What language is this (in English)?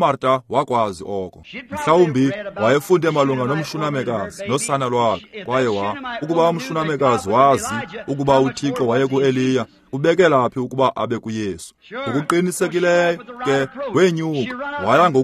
Xhosa